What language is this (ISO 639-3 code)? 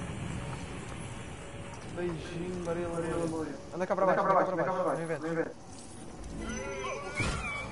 por